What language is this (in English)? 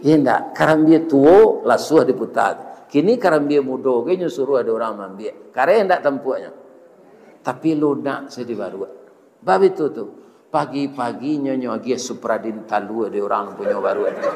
Minangkabau